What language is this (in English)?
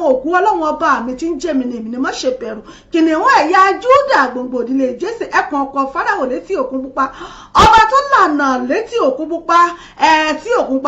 Yoruba